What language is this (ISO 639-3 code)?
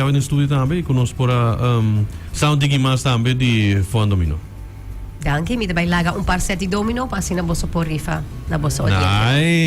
pap